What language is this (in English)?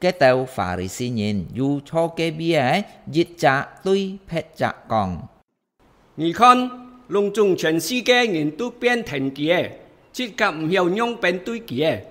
Hakka Chinese